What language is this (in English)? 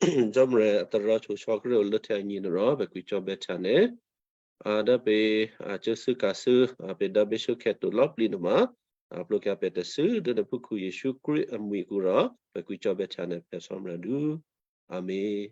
Western Kayah